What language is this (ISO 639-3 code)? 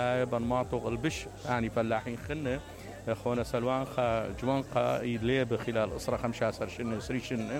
acm